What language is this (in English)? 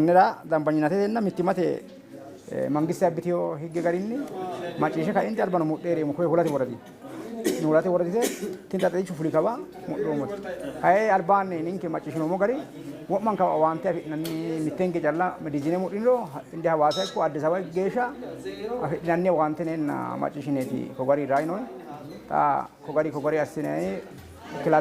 Sidamo